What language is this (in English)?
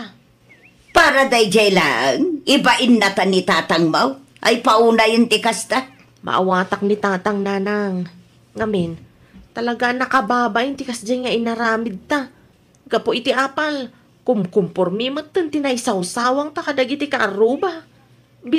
Iloko